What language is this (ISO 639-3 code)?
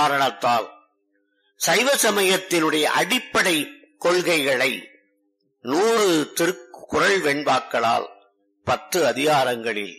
tam